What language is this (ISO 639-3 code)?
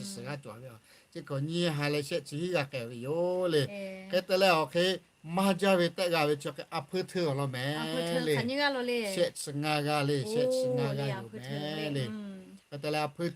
lhu